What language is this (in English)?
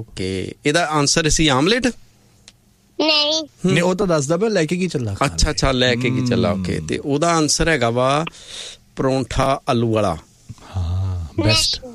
Punjabi